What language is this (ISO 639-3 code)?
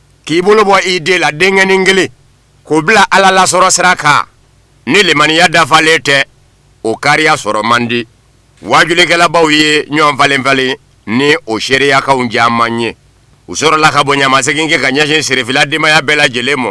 bam